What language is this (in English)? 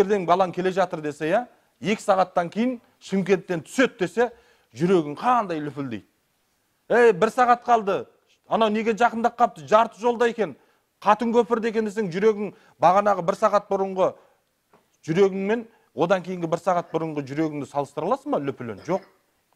Kazakh